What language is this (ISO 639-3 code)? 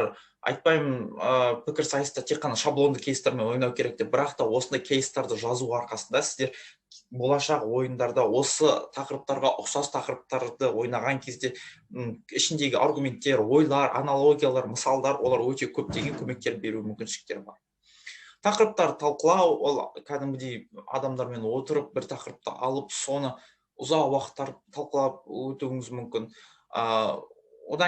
kaz